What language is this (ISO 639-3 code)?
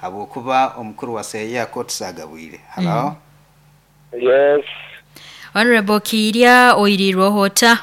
nyo